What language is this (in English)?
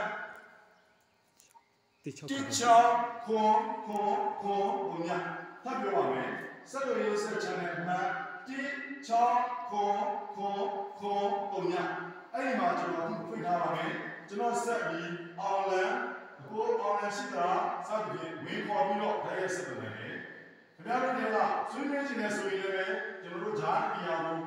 Burmese